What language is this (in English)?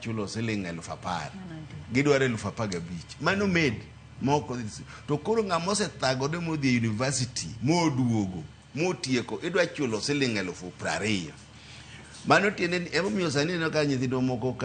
Luo (Kenya and Tanzania)